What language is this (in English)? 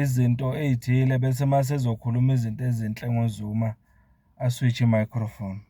Zulu